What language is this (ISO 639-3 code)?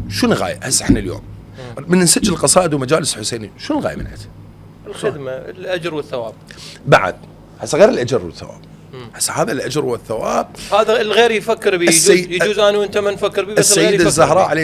acm